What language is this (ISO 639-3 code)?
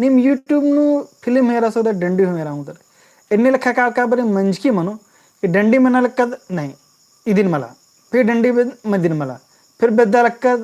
kru